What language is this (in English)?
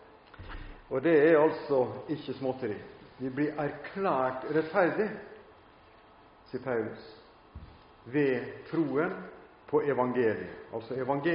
Norwegian